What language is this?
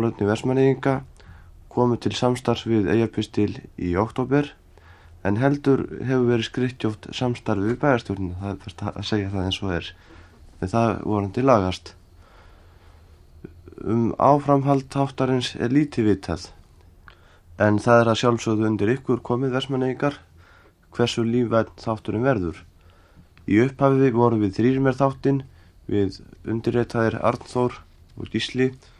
Icelandic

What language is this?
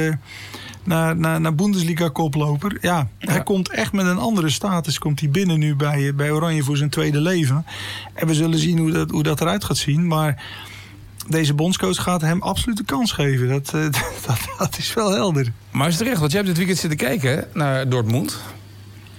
Dutch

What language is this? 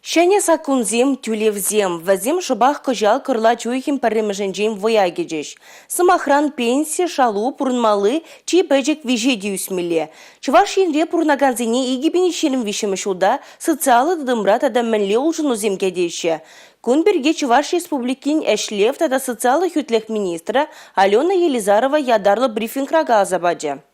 Chuvash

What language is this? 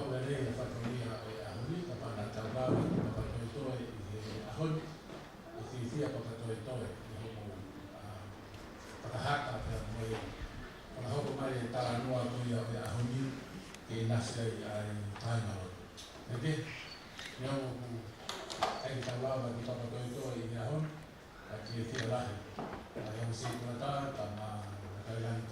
Tongan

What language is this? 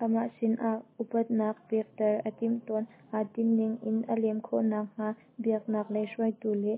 Hakha Chin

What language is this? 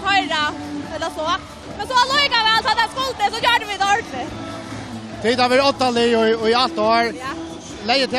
Faroese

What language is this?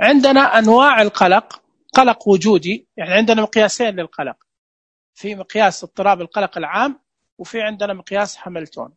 Najdi Arabic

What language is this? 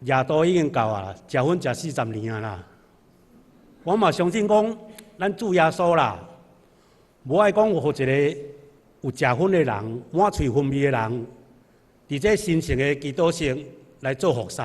Min Nan Chinese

